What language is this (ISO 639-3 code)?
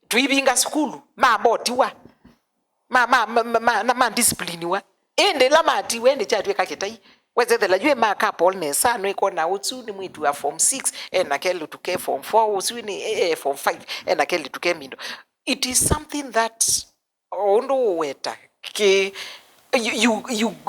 kam